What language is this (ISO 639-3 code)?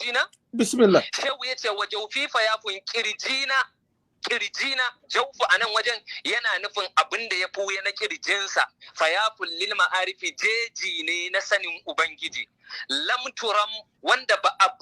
hau